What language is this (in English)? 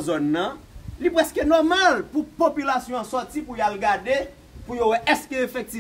Haitian Creole